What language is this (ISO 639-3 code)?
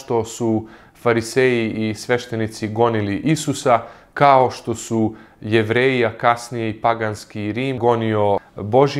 srp